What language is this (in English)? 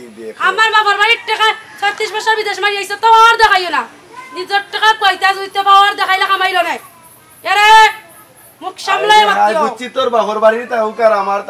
Sylheti